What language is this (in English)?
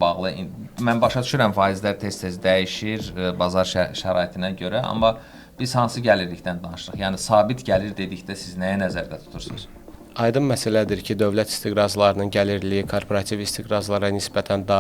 Azerbaijani